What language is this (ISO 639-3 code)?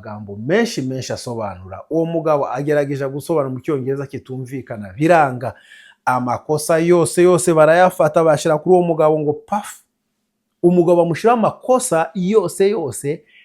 kin